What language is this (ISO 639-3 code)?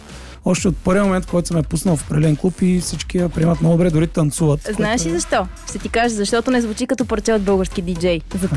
bul